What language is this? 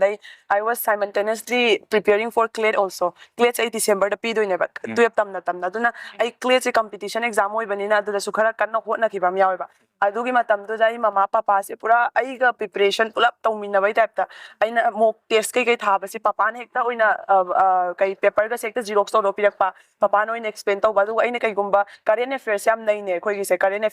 Manipuri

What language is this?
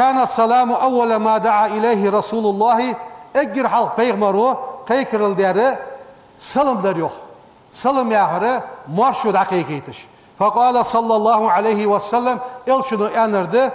Ingush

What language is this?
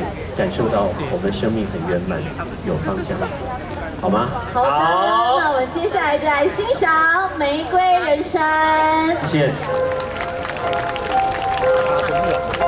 Chinese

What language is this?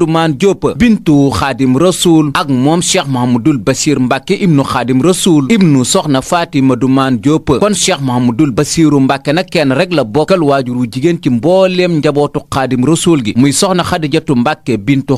Wolof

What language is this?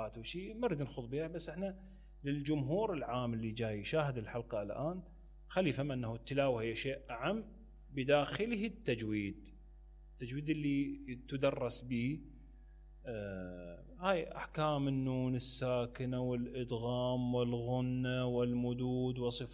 Mesopotamian Arabic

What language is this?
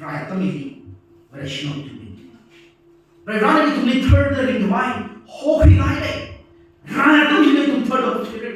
Tangkhul Naga (India)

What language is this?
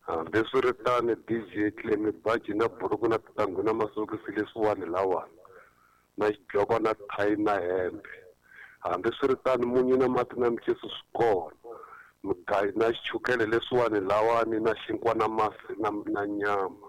Tsonga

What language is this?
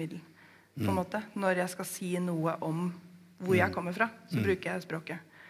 Norwegian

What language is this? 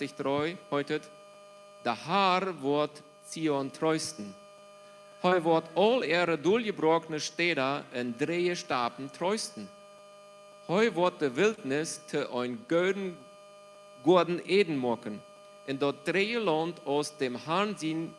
Plautdietsch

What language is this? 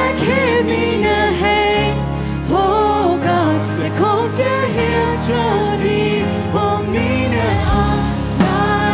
Plautdietsch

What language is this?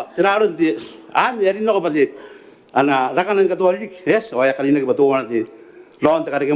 Gilbertese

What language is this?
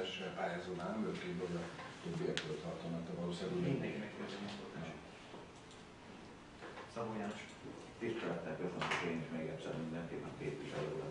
Hungarian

